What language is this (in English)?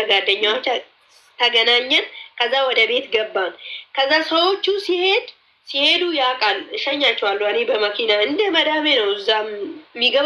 Amharic